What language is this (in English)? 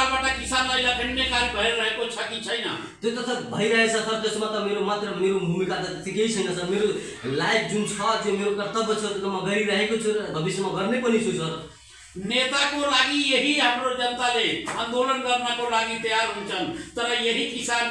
Nepali